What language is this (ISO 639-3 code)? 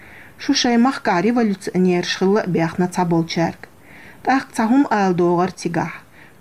che